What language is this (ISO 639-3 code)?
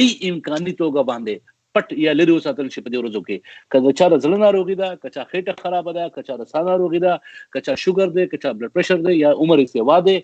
pus